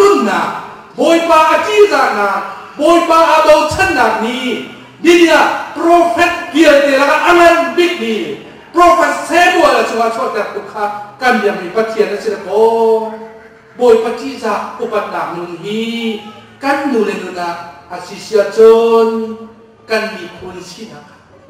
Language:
Hakha Chin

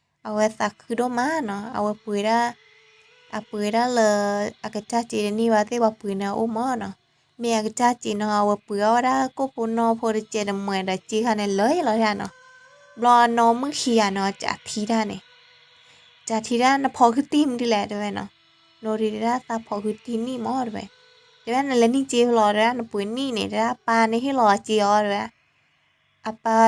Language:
S'gaw Karen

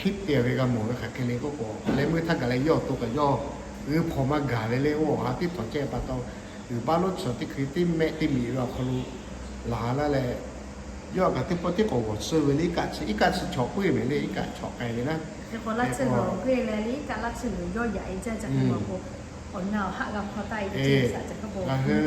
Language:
Lahu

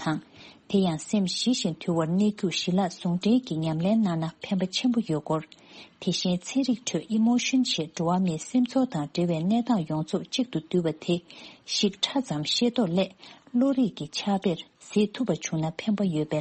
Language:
Tibetan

